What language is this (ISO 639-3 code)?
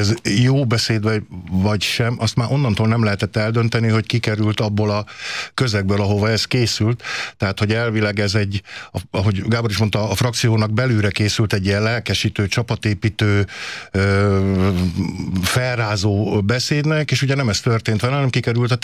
hun